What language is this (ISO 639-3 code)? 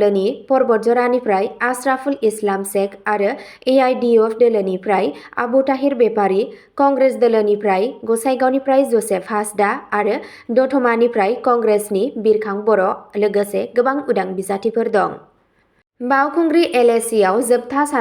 brx